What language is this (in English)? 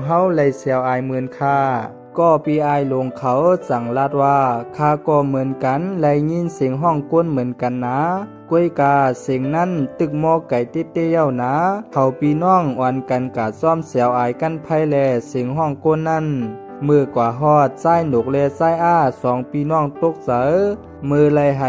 Shan